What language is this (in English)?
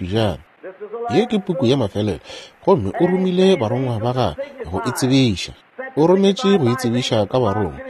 Northern Sotho